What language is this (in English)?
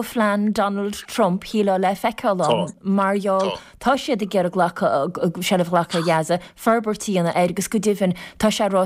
Irish